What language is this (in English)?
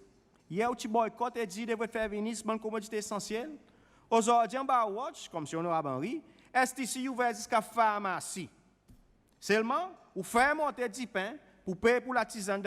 Seselwa Creole French